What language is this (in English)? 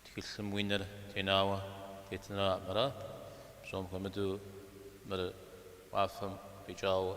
Kabardian